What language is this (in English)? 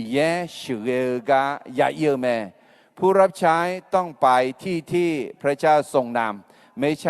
Akha